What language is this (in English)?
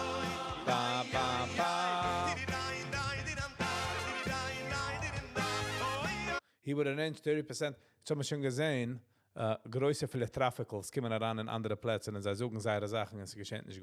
Yiddish